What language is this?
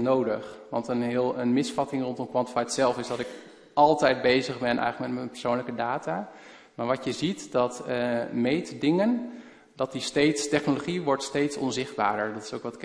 Dutch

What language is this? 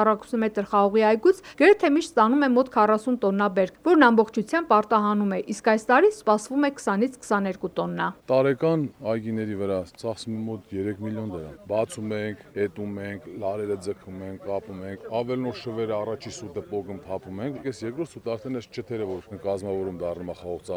Armenian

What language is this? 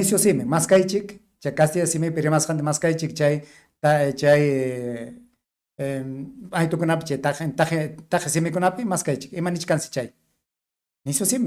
Ayacucho Quechua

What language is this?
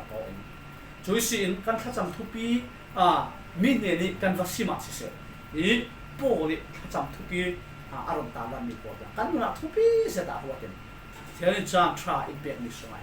Falam Chin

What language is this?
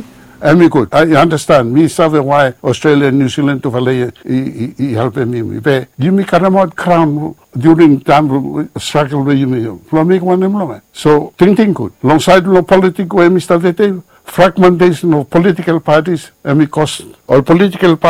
Bislama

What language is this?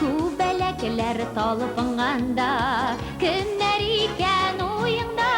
Tatar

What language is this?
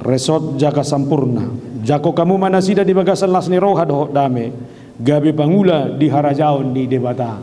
Batak Toba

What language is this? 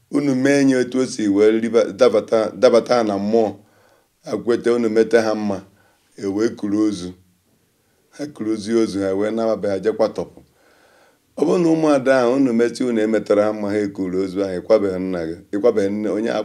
Igbo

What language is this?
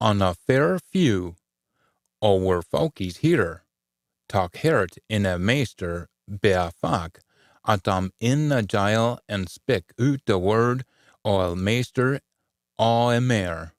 Scots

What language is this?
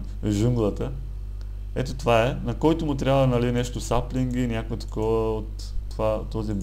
Bulgarian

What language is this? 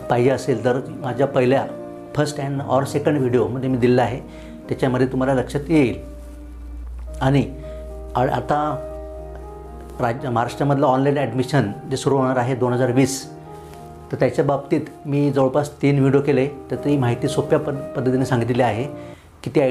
Marathi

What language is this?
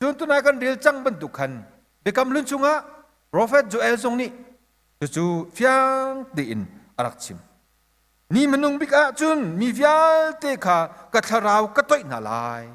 Hakha Chin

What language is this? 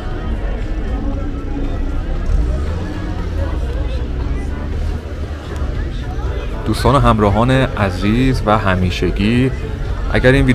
Persian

